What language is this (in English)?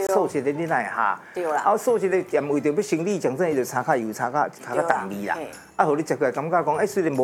Min Nan Chinese